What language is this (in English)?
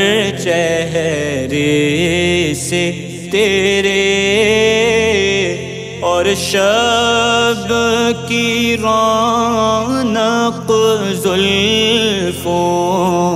Urdu